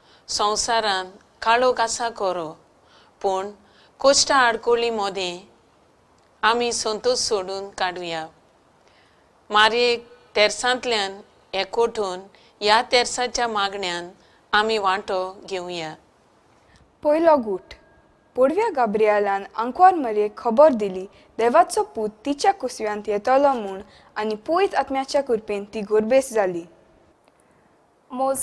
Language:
Konkani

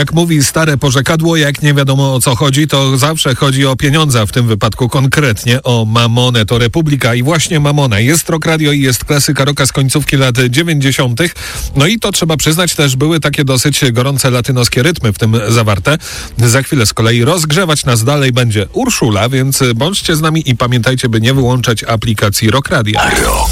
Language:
Polish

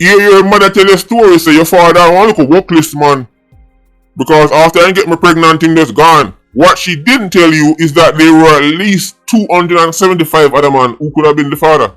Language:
Jamaican Creole English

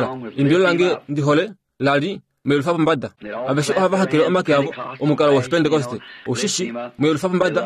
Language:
Kuanyama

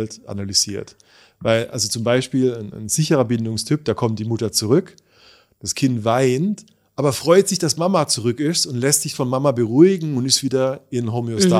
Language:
German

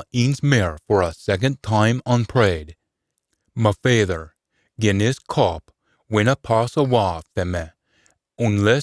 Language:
Scots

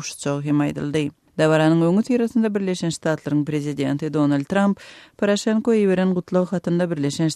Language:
Turkmen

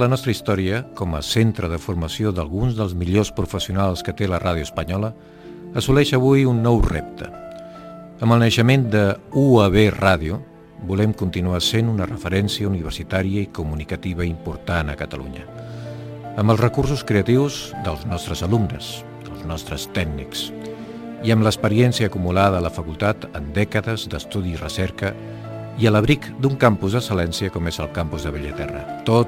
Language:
Catalan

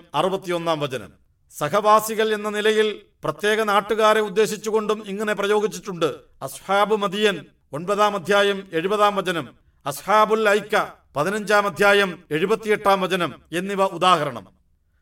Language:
Malayalam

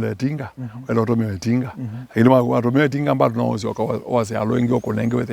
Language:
Kamba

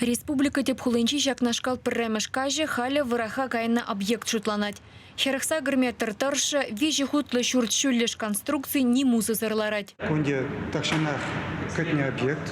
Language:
Chuvash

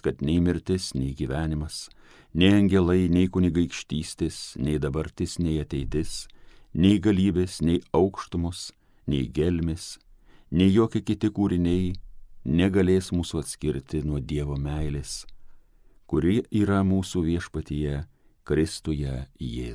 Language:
Lithuanian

